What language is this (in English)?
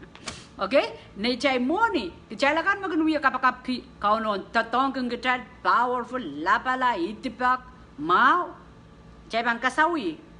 Pohnpeian